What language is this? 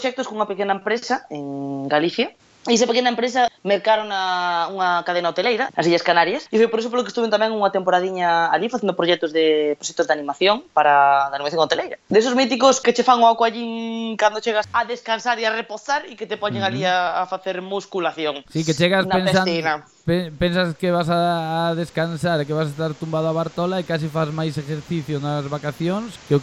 Galician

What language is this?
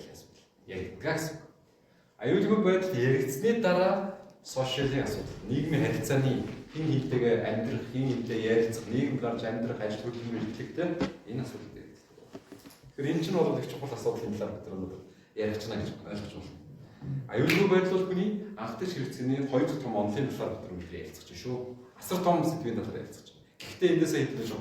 Mongolian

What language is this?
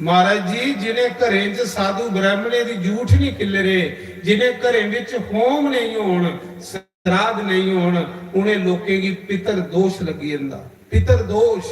Dogri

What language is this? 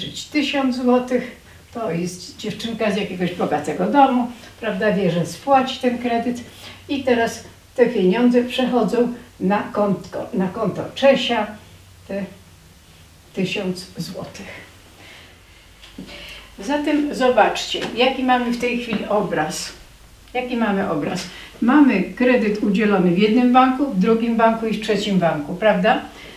Polish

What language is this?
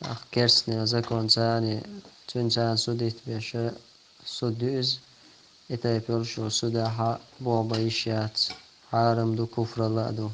Chechen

